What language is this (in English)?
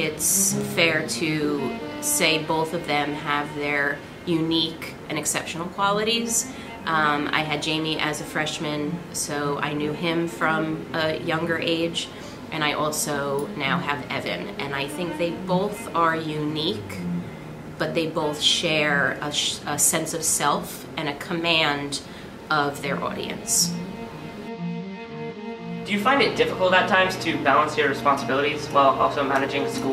English